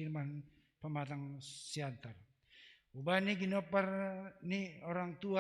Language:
Batak Simalungun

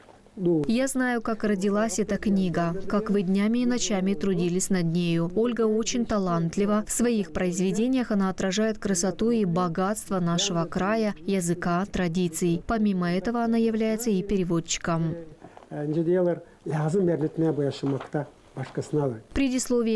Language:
Gagauz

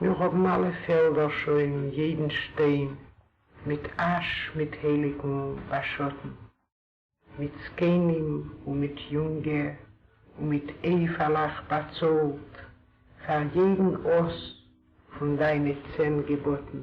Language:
Yiddish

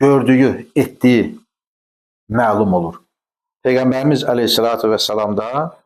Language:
Azerbaijani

